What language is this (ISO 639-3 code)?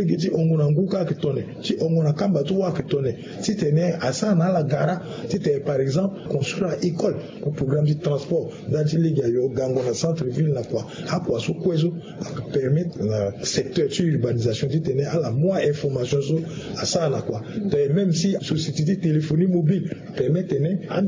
sag